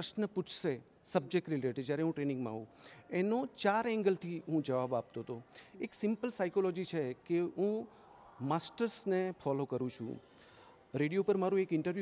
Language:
Gujarati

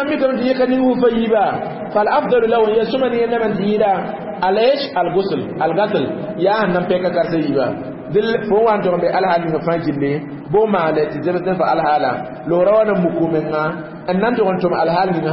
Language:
Mossi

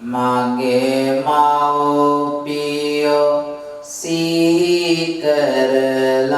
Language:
Sinhala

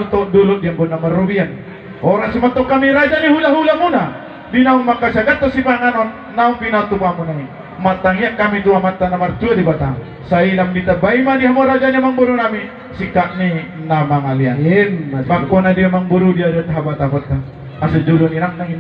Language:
Batak Toba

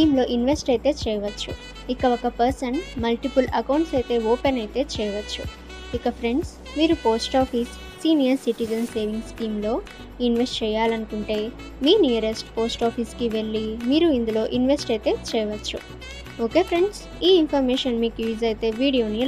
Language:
Telugu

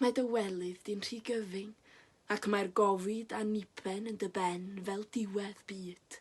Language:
Welsh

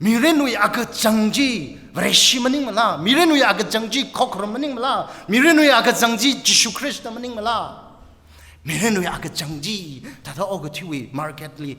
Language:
Tangkhul Naga (India)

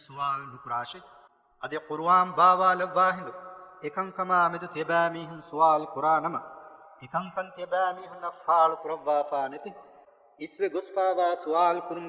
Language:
Divehi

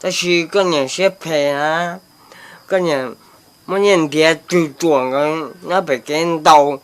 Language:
Hmong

